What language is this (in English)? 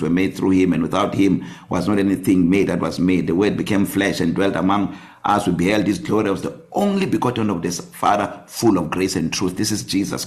English